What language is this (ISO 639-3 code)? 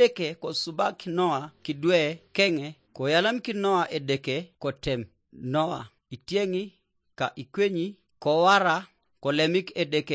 teo